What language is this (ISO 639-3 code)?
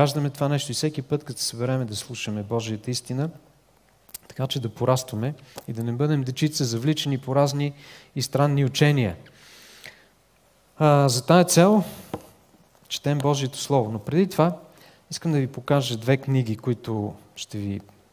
bul